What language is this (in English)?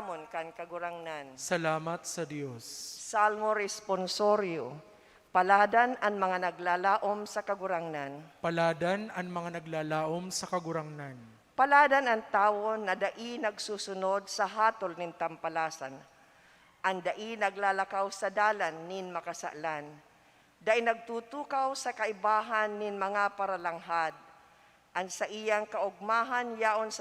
Bikol